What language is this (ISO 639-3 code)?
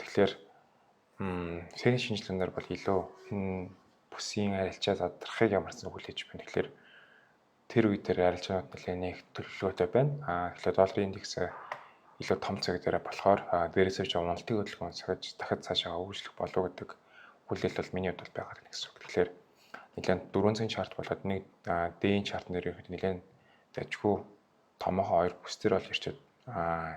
mon